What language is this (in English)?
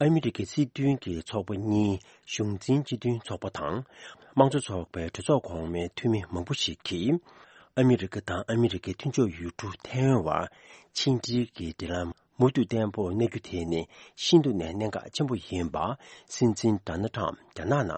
Tibetan